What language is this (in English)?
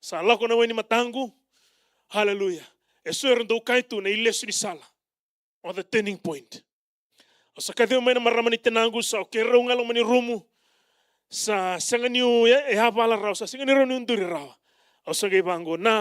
Fijian